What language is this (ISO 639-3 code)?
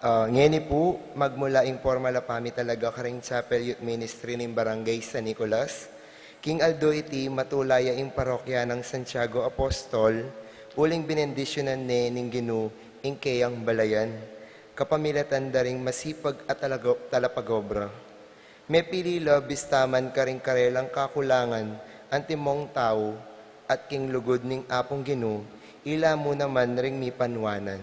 pam